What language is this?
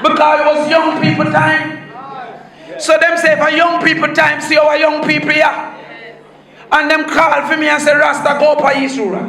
Jamaican Creole English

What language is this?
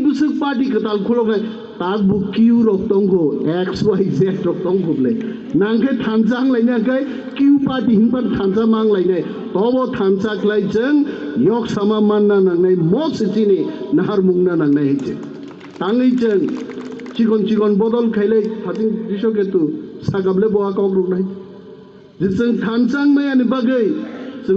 Kok Borok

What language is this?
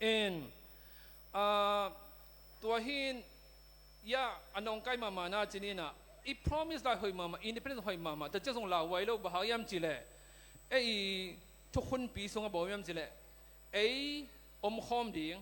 Tedim Chin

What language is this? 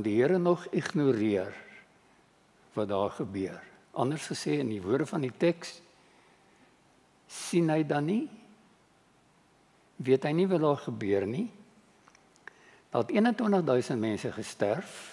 Afrikaans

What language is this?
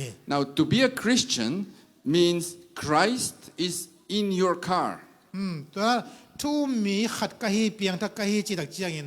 Tedim Chin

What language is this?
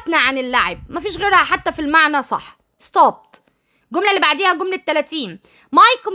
Egyptian Arabic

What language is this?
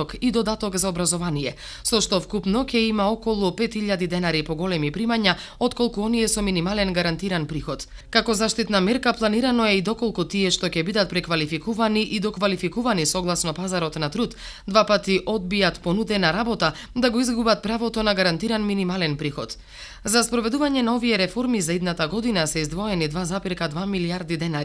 Macedonian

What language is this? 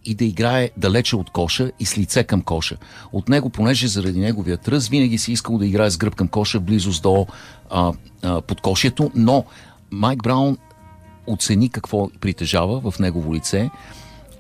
Bulgarian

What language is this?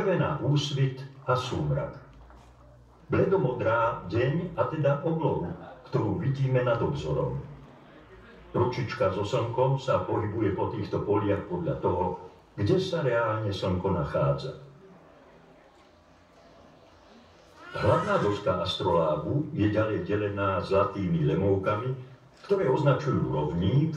Slovak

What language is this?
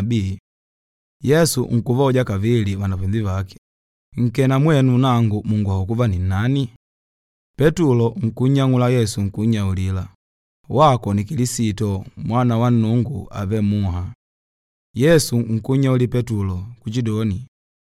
Makonde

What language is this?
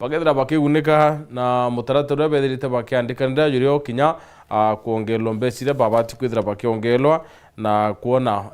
Meru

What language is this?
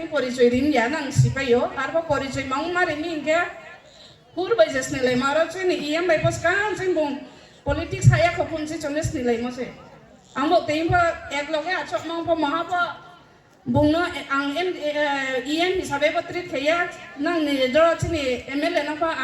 Riang (India)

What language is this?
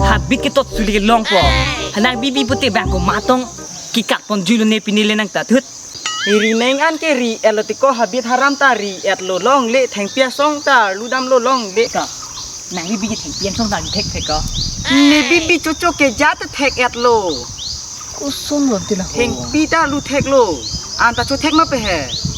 Karbi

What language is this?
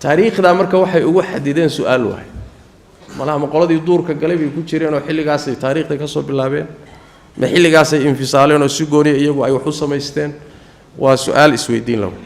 Somali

